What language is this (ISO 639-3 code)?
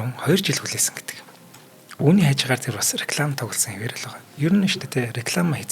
mon